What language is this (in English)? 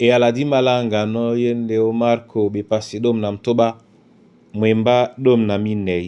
Duala